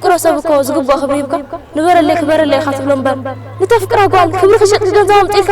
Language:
Tigrinya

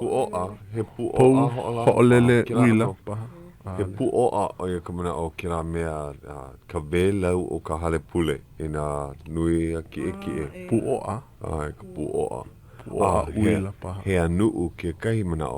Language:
Hawaiian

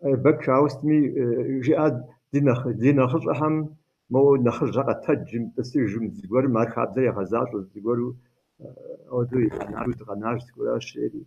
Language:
Kabardian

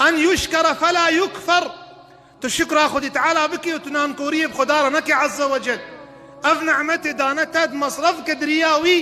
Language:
Kurdish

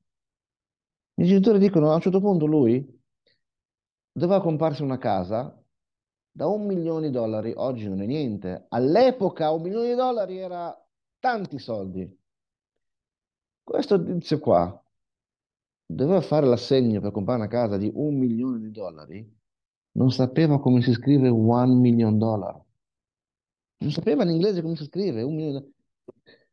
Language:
Italian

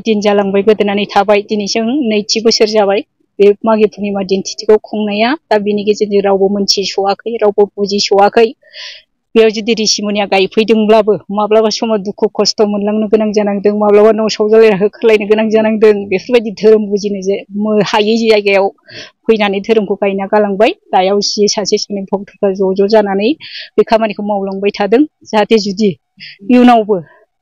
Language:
Bodo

